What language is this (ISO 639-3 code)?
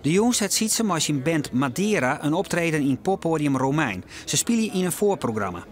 fry